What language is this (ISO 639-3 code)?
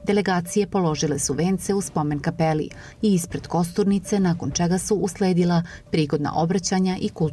srp